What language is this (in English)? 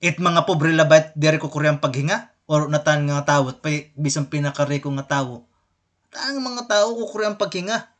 Waray